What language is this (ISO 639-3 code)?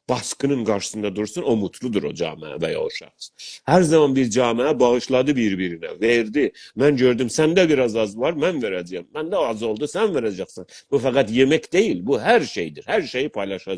azb